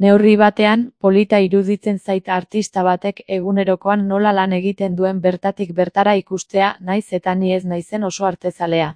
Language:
Basque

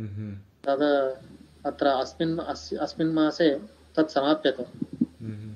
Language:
Sanskrit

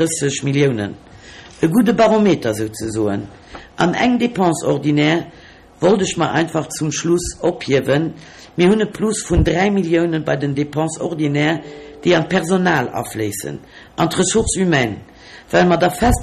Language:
Luxembourgish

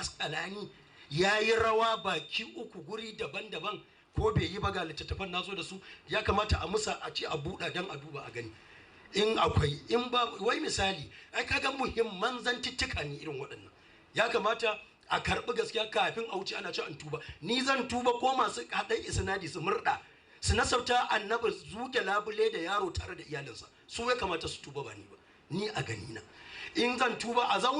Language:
Hausa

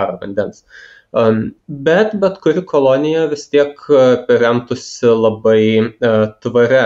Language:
Lithuanian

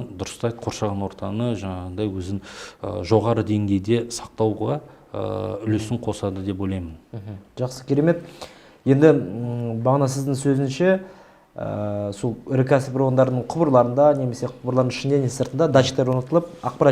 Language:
Kazakh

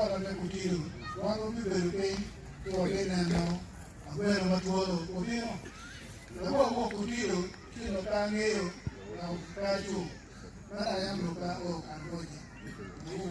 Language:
Acoli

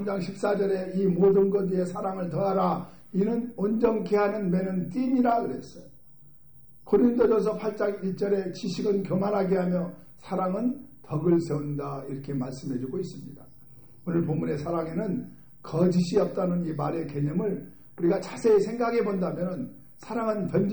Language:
Korean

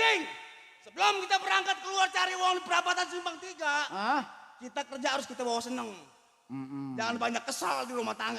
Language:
Betawi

